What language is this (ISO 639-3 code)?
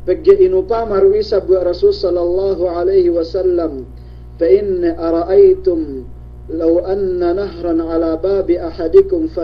yka